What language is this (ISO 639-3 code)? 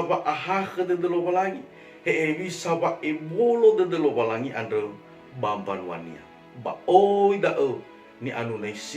nia